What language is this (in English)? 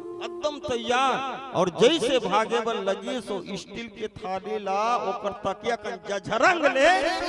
Chhattisgarhi